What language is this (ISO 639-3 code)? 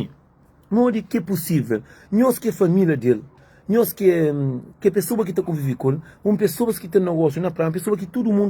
kea